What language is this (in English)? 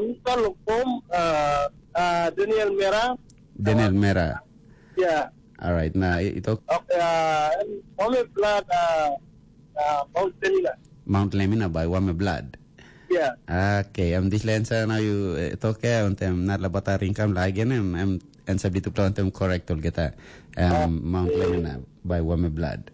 Tok Pisin